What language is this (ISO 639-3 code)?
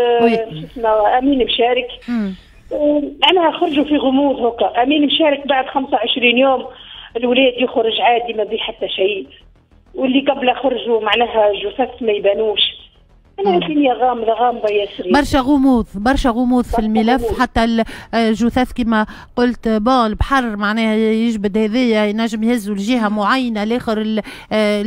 aeb